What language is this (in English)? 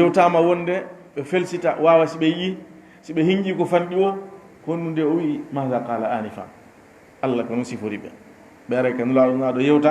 Fula